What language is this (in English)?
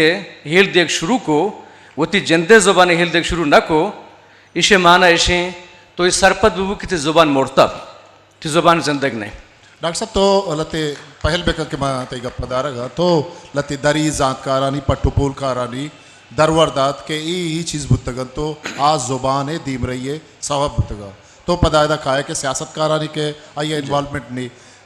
Eastern Balochi